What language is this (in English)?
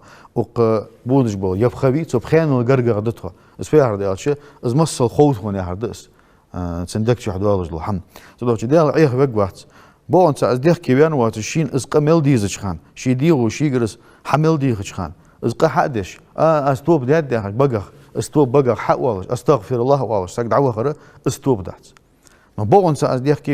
Ingush